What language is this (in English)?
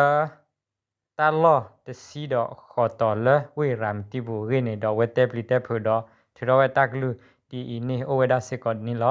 S'gaw Karen